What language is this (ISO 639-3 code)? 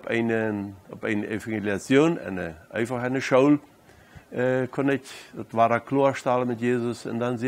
pdt